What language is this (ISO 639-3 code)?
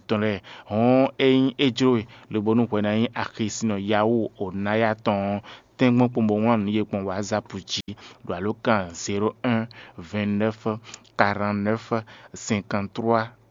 fon